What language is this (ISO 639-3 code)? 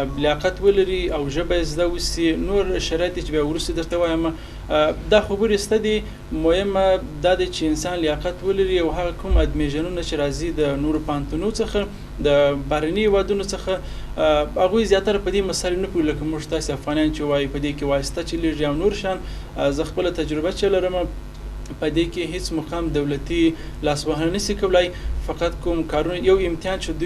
pus